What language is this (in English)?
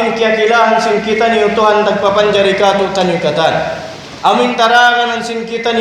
Tausug